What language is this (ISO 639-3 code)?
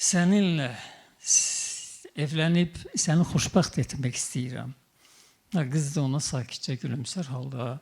aze